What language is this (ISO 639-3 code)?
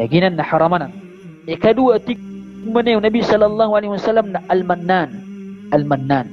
mrw